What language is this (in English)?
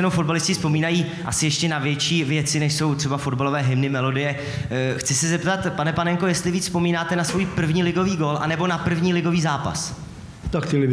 Czech